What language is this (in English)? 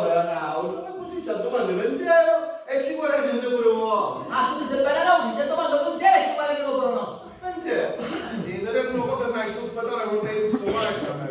Sicilian